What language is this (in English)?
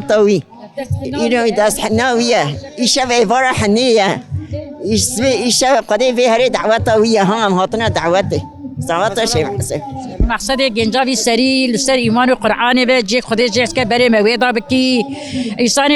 Kurdish